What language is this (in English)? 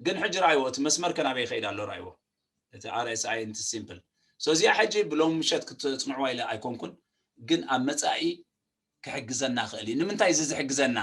Tigrinya